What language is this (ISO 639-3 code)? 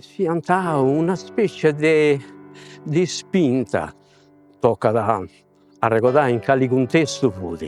srd